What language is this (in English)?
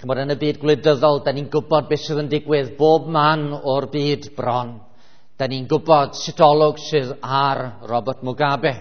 Welsh